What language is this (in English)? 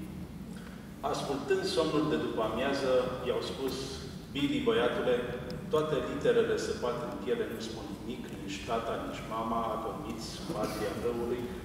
Romanian